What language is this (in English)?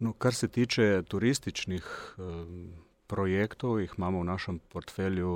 Slovenian